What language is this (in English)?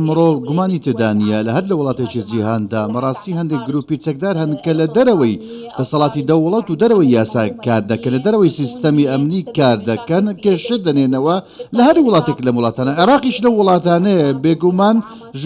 Central Kurdish